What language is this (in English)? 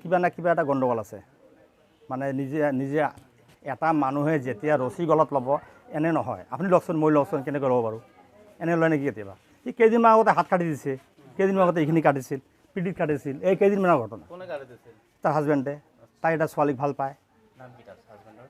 Assamese